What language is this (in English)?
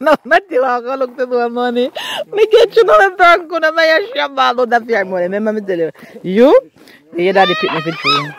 Jamaican Creole English